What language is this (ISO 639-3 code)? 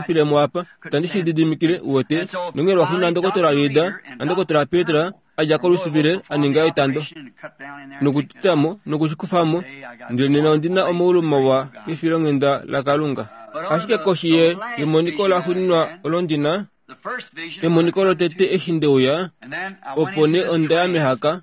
kua